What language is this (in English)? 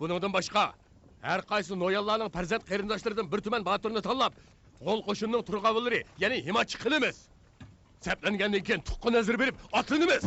Uyghur